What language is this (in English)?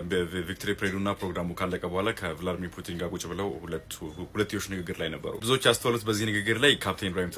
Amharic